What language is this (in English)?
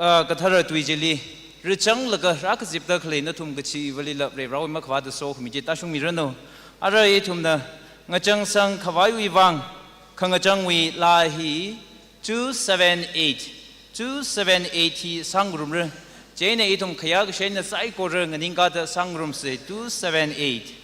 Tangkhul Naga (India)